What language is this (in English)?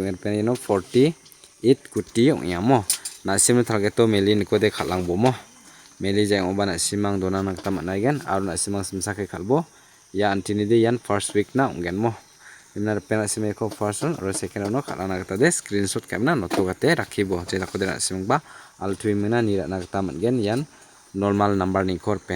Garo